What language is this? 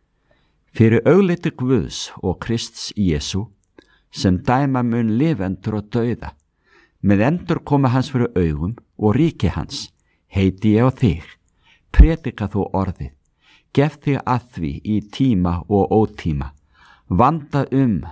Icelandic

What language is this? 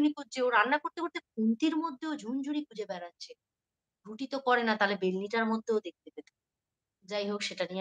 Bangla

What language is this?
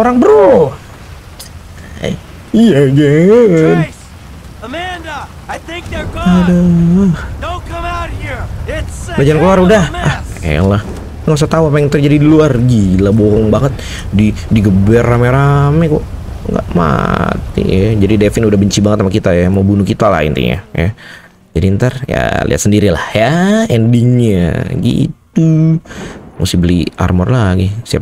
Indonesian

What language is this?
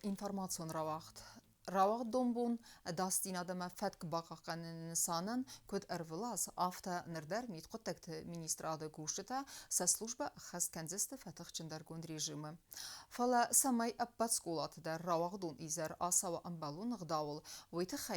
Ossetic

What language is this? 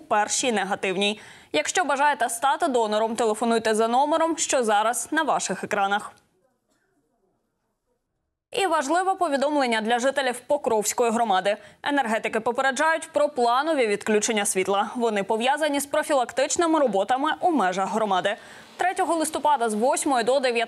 Ukrainian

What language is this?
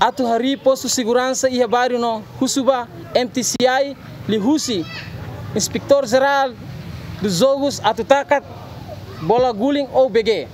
Tetum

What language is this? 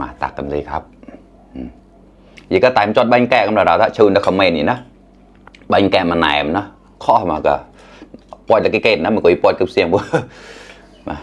Mon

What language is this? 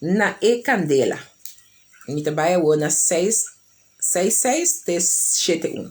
Papiamento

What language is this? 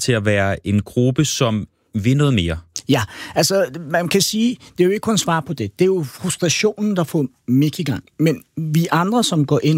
Danish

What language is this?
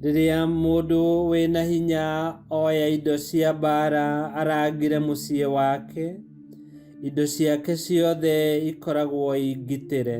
Kikuyu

